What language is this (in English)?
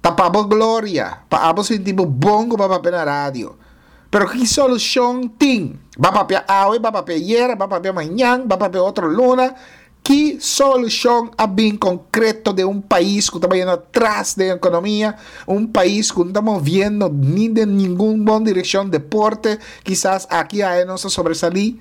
Papiamento